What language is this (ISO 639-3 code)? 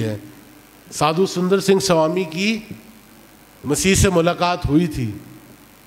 urd